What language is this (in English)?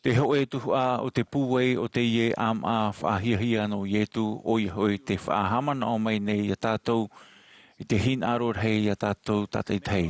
Tahitian